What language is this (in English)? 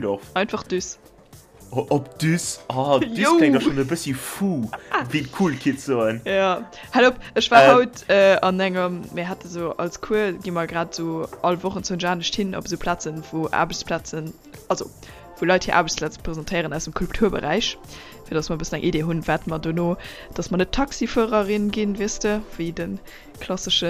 Luxembourgish